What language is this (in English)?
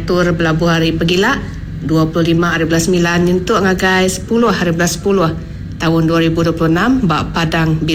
Iban